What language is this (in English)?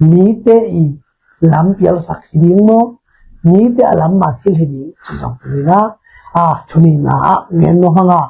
Tedim Chin